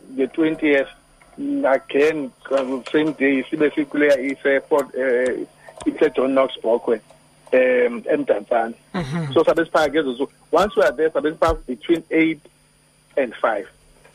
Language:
Xhosa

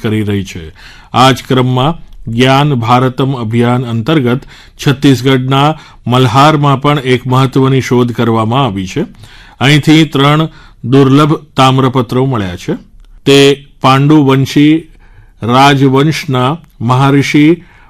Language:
Gujarati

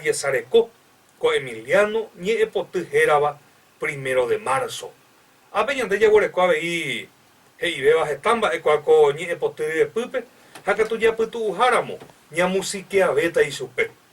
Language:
Guarani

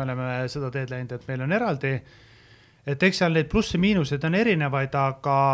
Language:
Estonian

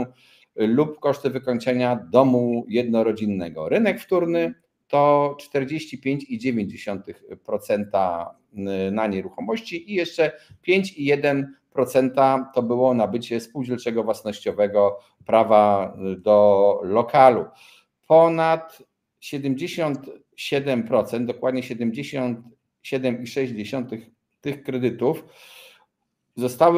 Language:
Polish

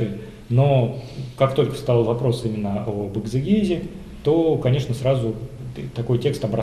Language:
Russian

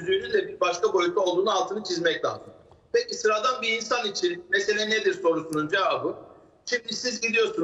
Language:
Turkish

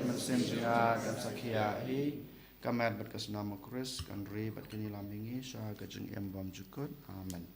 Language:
Khasi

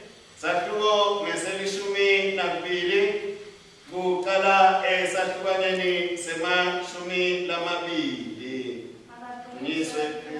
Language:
Swati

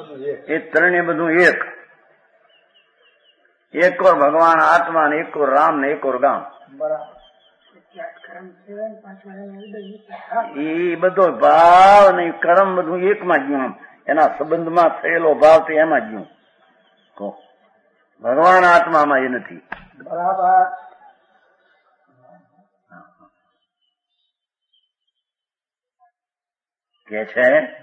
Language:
Gujarati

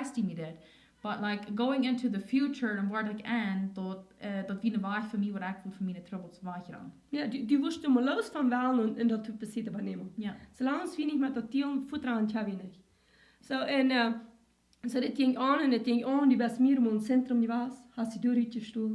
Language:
Plautdietsch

